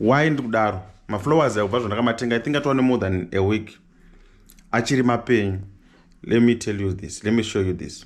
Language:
Shona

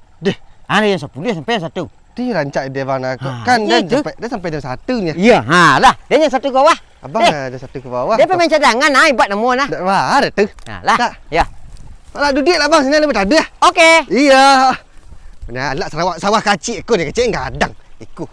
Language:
Minangkabau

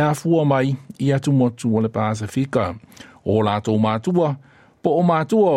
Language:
Samoan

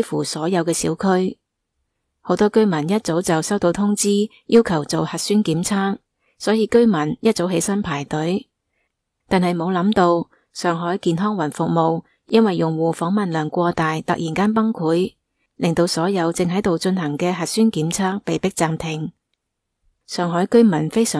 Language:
Cantonese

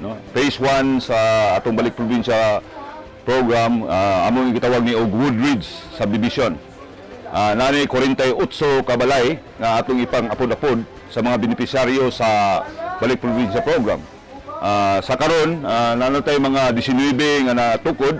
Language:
Cebuano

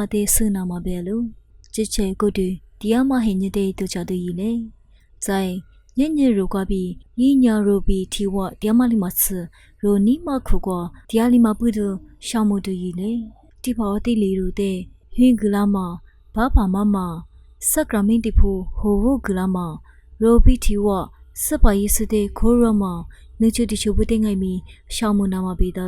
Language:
Lisu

